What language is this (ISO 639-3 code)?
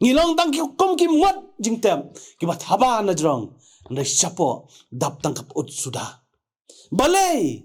kha